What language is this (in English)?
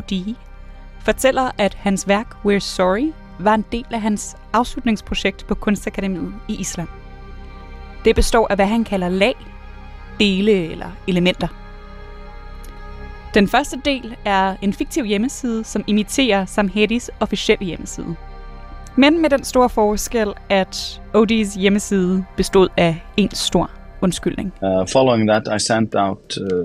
Danish